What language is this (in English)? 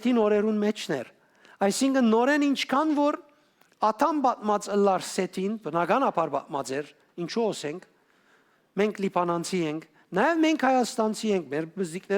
Western Armenian